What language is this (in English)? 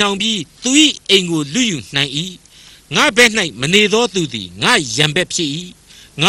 Burmese